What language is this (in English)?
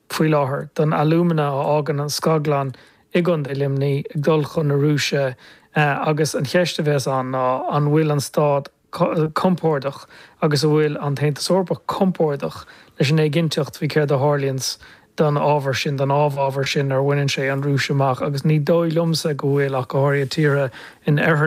Irish